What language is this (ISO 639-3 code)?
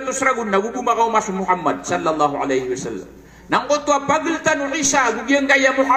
mrw